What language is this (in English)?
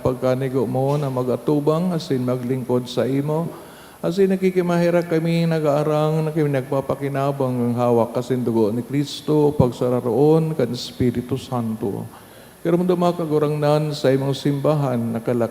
Bikol